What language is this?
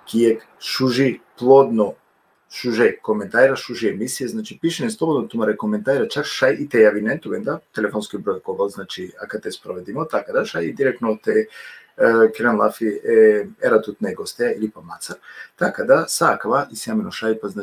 Balkan Romani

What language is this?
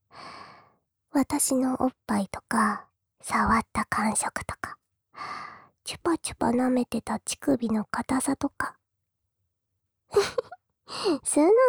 Japanese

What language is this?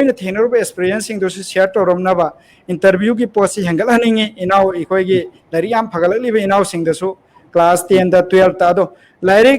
Manipuri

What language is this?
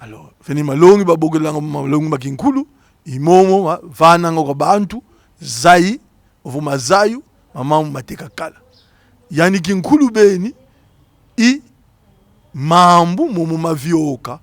Kongo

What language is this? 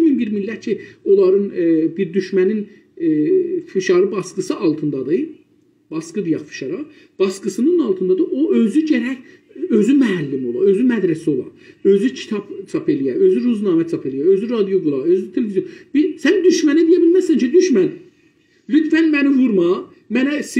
South Azerbaijani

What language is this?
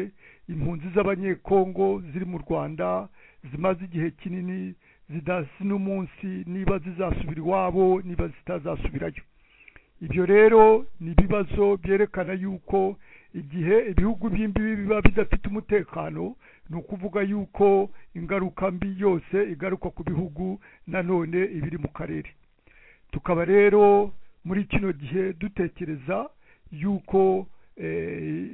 Kinyarwanda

